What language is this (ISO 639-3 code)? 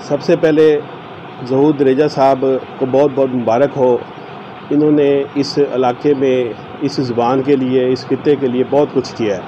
skr